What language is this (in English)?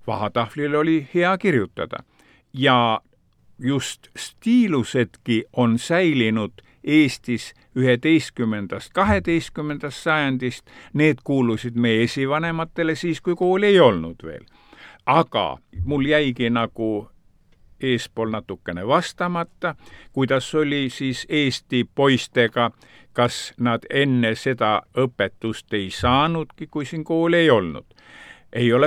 Estonian